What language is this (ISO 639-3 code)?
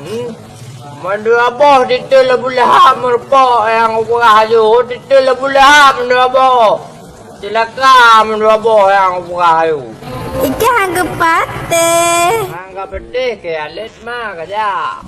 ace